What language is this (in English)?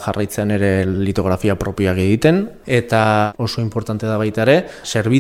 Basque